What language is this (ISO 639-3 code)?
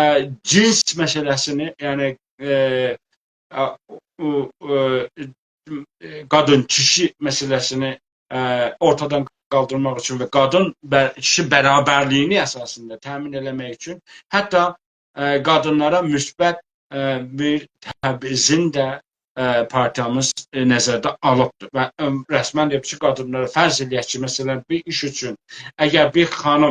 azb